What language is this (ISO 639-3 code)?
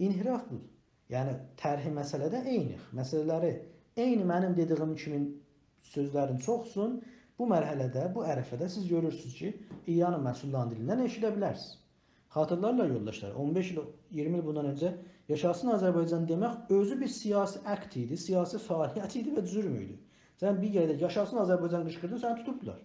azb